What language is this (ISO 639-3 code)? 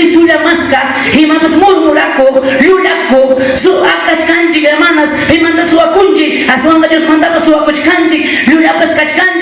quy